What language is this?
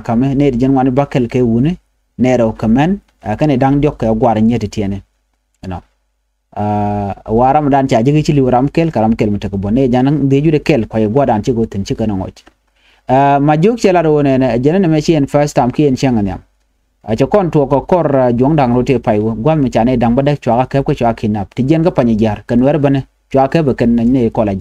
Nuer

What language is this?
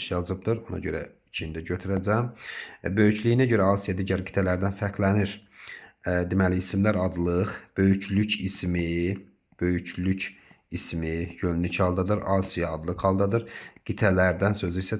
Azerbaijani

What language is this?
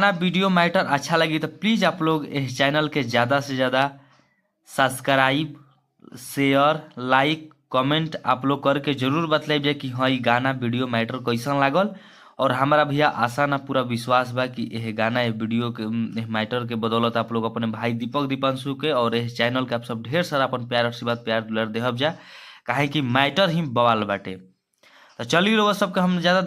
Bhojpuri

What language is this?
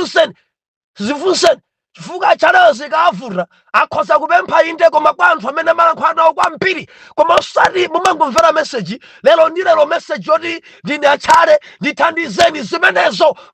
Nyanja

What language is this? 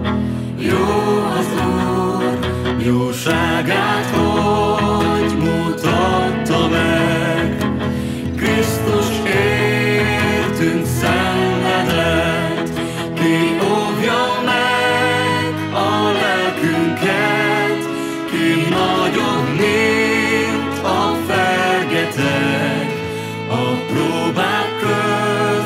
Hungarian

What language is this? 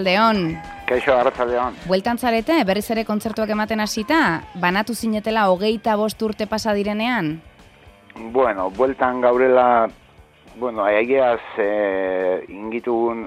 Basque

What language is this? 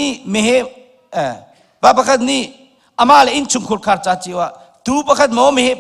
Hakha Chin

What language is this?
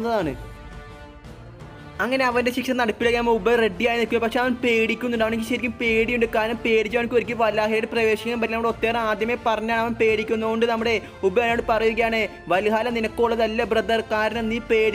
Malayalam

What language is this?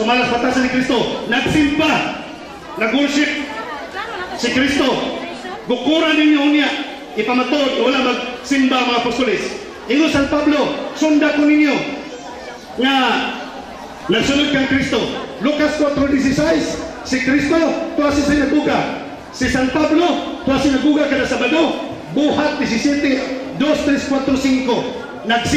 Cebuano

